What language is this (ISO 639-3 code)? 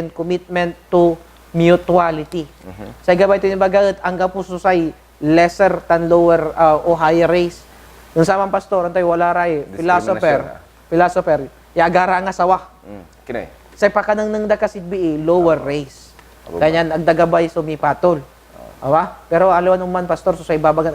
pag